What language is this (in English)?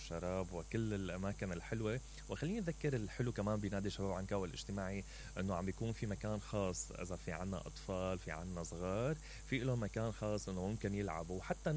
Mesopotamian Arabic